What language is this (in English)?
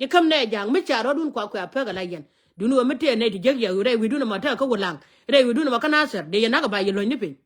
Nuer